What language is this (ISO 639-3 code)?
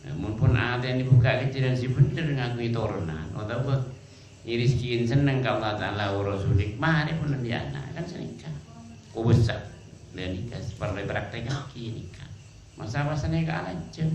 mad